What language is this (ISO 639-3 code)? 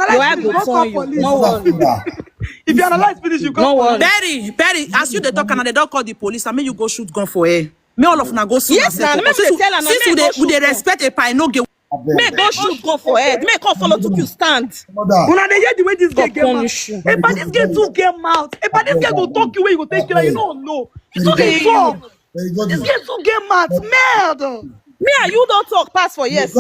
pcm